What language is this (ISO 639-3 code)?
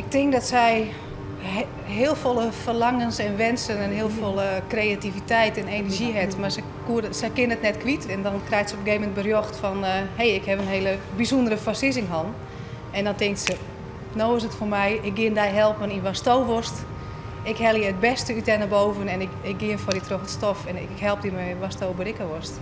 fry